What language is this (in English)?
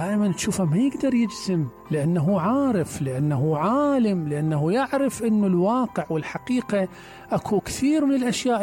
Mesopotamian Arabic